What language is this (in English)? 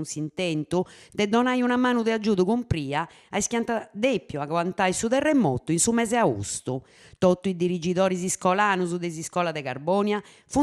Sardinian